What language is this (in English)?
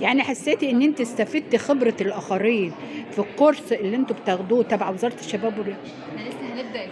Egyptian Arabic